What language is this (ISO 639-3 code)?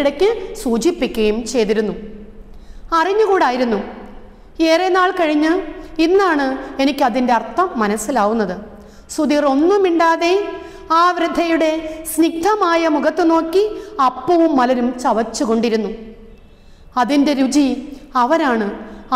mal